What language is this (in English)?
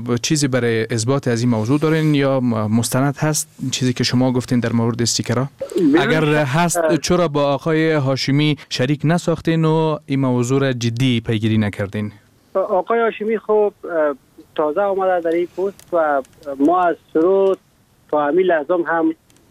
Persian